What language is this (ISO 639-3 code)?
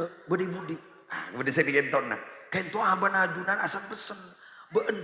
mad